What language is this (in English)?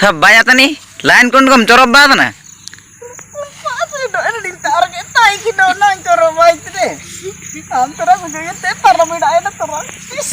Ho